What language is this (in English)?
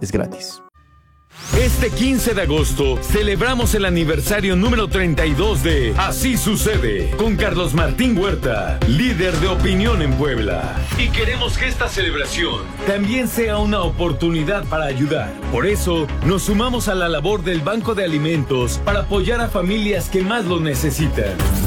Spanish